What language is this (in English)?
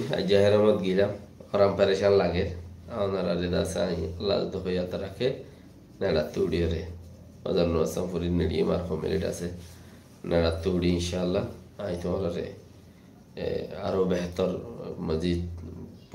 Rohingya